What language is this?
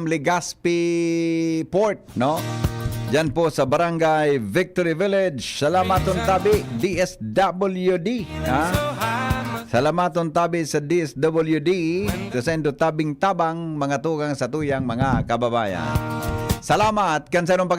Bikol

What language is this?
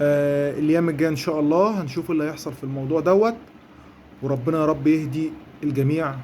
Egyptian Arabic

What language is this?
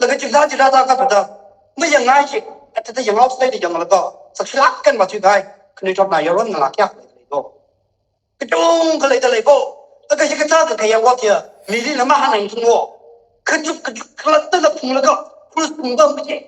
Tangkhul Naga (India)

